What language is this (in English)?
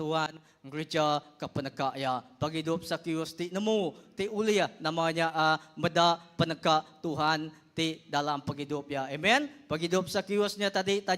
Iban